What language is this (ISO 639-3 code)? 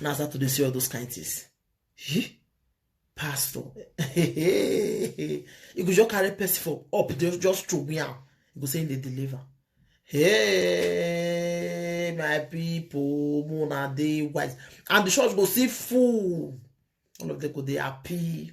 pcm